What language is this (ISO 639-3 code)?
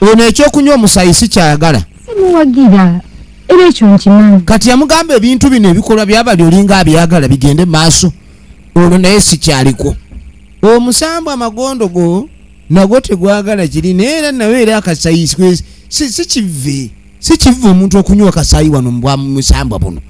lug